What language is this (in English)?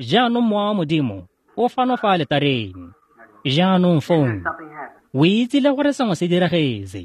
Tswana